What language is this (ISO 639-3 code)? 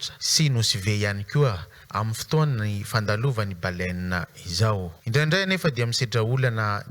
mlg